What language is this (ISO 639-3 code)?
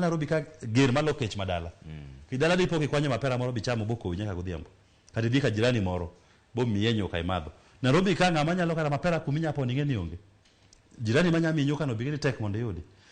luo